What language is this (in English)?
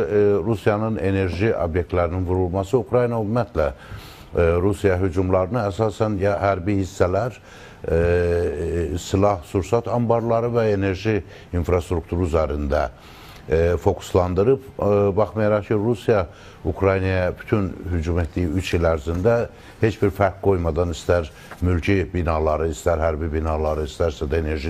Azerbaijani